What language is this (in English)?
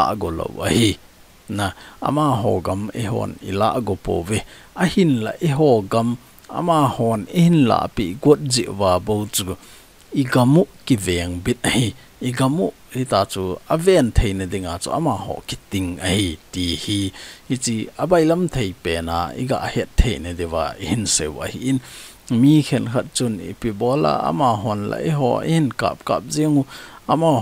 Thado Chin